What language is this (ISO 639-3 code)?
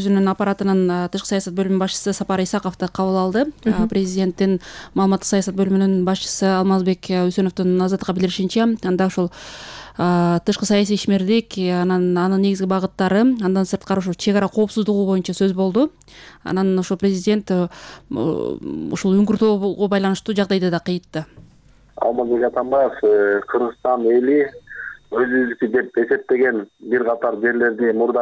kir